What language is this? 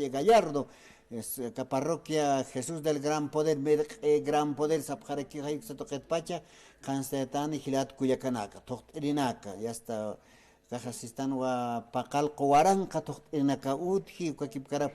Aymara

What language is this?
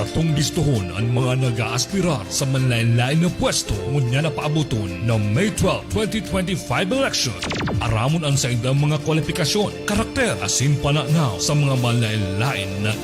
Bikol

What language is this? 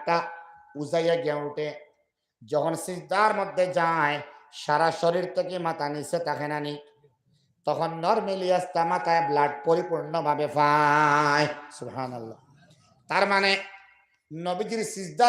Sylheti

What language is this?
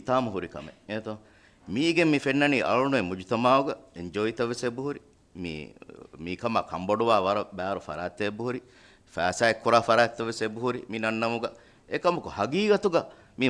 Divehi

